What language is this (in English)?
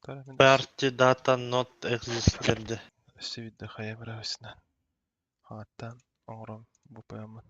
Yakut